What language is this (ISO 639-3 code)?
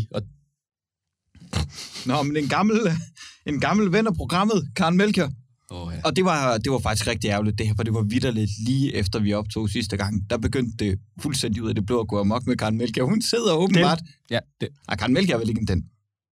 dan